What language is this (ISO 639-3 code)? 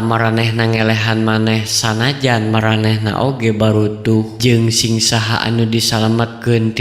sun